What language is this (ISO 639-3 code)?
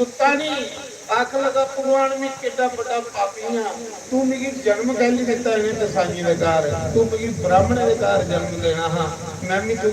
doi